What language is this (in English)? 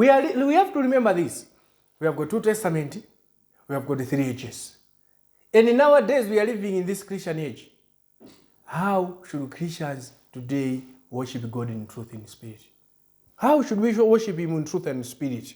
English